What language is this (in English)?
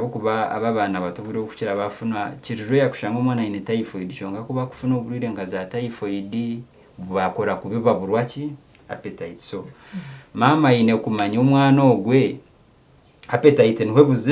Nyankole